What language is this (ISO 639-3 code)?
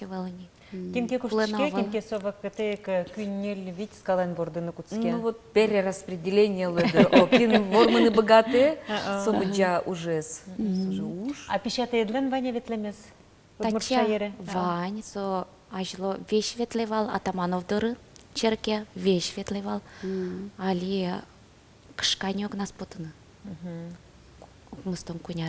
udm